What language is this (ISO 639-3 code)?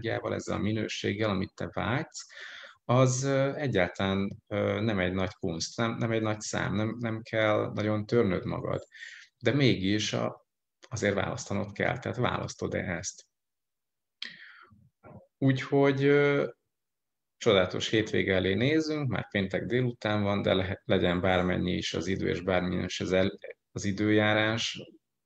hun